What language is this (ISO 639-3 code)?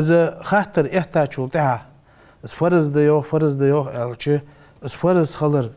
inh